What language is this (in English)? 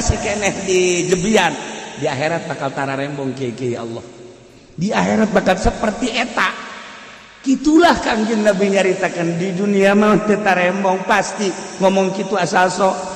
Sundanese